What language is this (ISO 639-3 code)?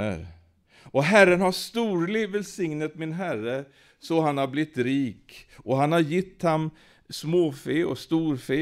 swe